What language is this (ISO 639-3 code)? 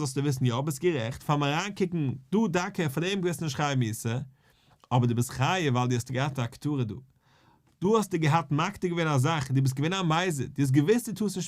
yid